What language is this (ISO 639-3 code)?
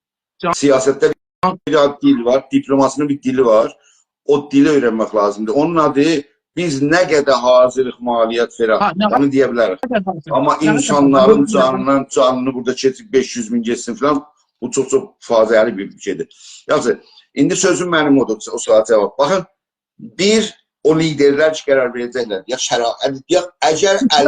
azb